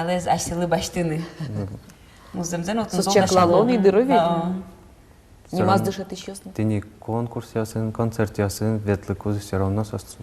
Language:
Udmurt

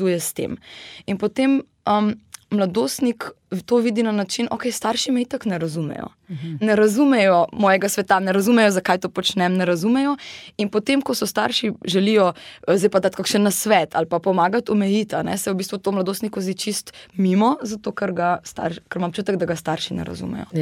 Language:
Slovenian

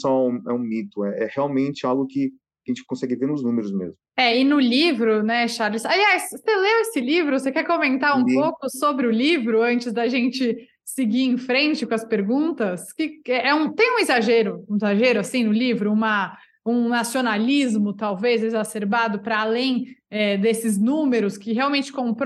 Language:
Portuguese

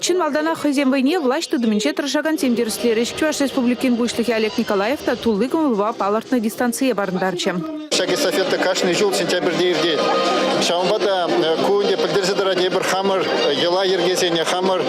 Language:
Chuvash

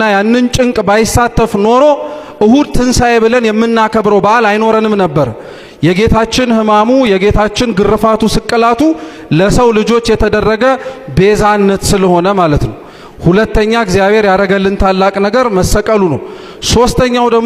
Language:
Amharic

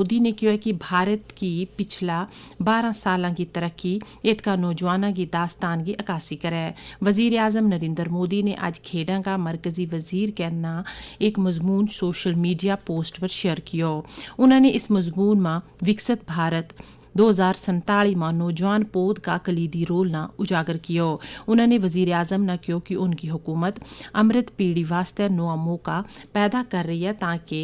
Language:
Gujari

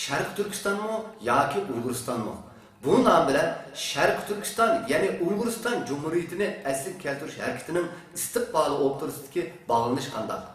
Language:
Uyghur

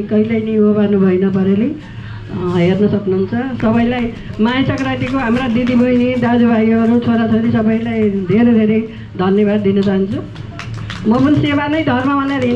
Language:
Nepali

